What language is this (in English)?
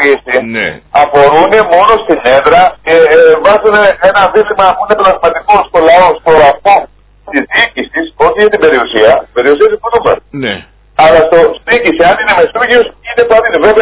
Greek